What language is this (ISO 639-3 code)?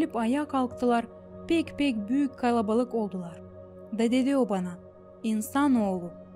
gag